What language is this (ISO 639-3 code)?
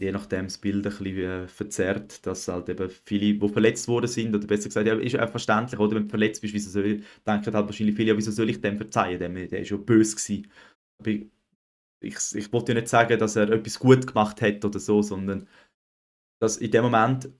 gsw